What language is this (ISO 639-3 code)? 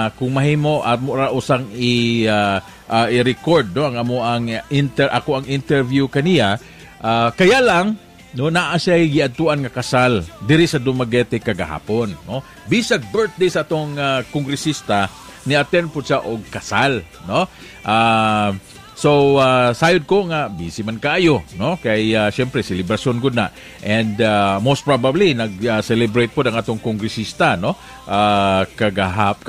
ceb